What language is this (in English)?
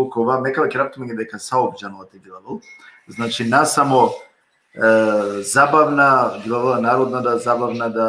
Balkan Romani